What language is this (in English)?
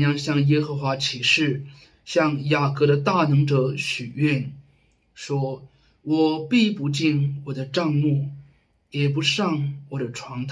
Chinese